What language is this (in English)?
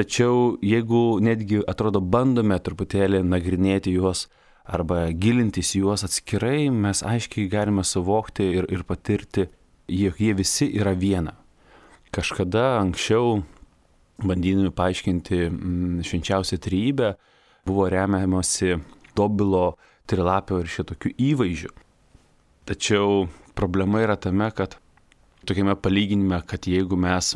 Lithuanian